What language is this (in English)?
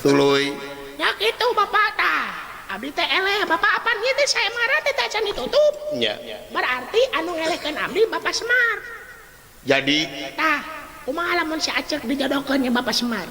Sundanese